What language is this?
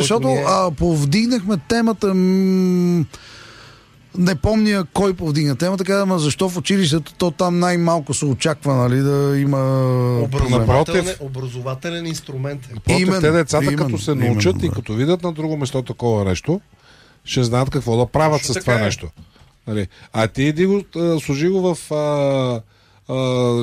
Bulgarian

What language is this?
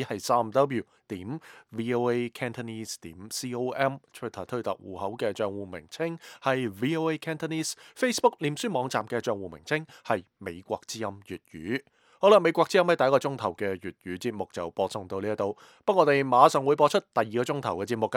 Cantonese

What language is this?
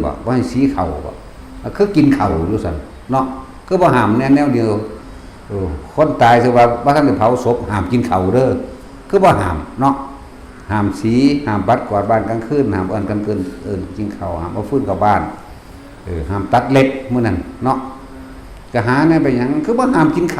Northeastern Thai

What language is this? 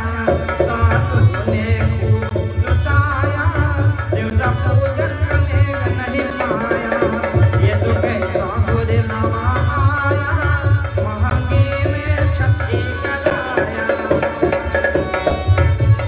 Bhojpuri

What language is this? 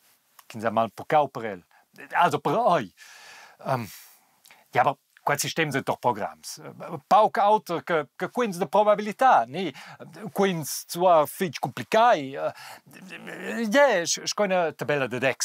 Romansh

